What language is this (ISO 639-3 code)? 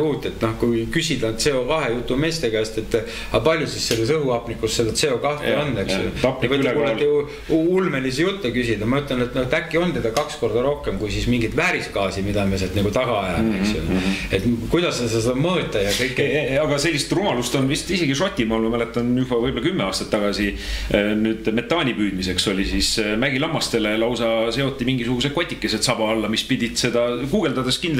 est